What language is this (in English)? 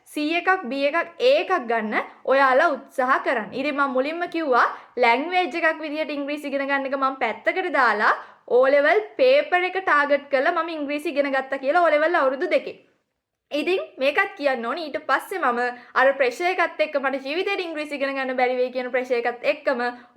Sinhala